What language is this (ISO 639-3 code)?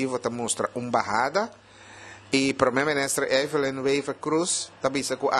pap